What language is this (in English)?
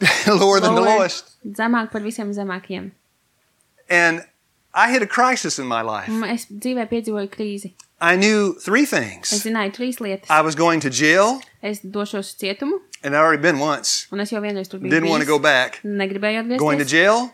Latvian